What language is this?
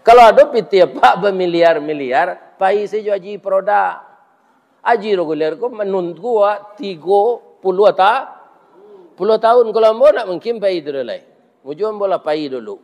Minangkabau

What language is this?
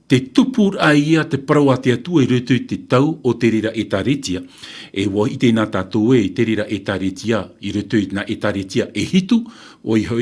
Tahitian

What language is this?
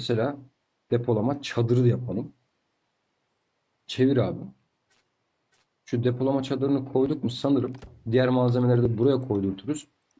Turkish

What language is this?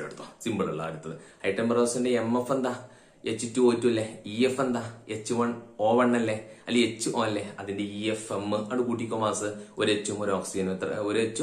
Malayalam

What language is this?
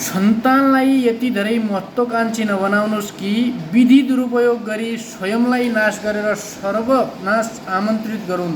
Nepali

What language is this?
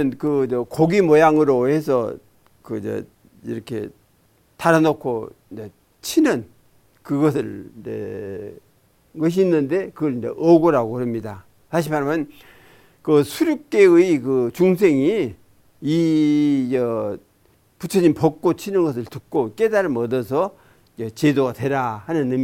Korean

